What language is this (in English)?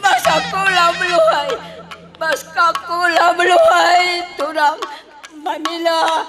Batak Karo